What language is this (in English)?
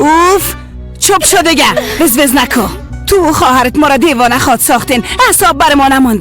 Persian